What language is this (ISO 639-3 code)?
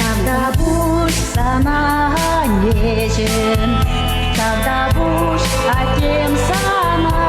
chv